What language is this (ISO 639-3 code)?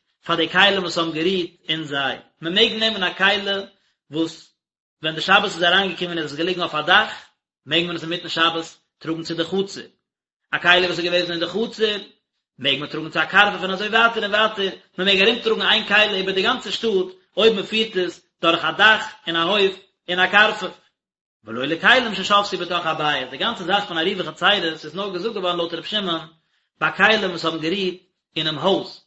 yid